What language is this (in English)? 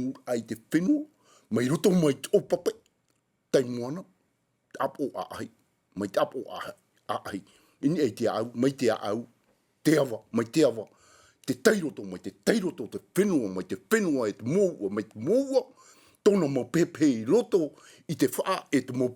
Tahitian